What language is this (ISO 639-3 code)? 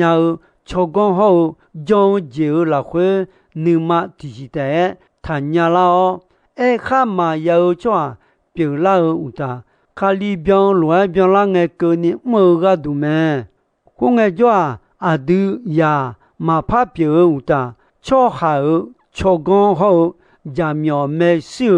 ahk